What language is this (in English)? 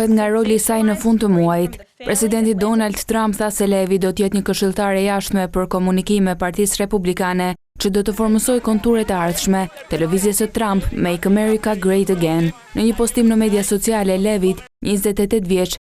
Albanian